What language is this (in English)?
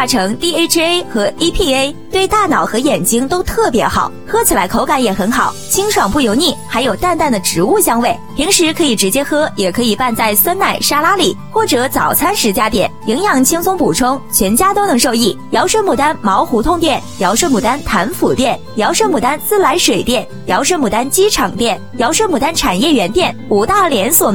Chinese